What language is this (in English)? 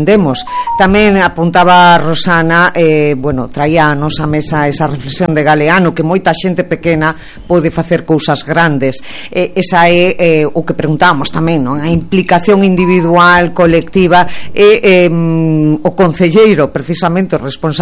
Galician